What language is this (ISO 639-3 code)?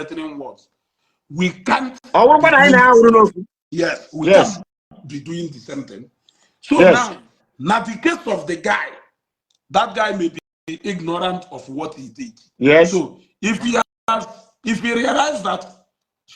ibo